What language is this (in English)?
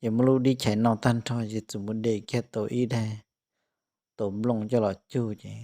Hmong